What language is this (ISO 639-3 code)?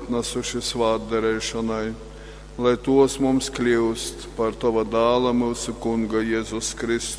ltg